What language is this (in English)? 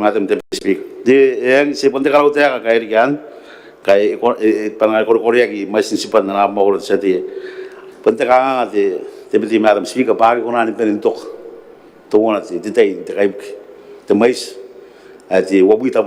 Gilbertese